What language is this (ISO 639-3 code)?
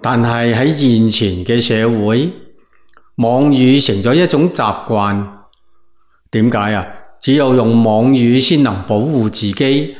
yue